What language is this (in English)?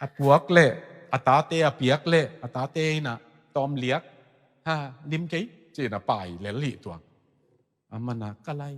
Tedim Chin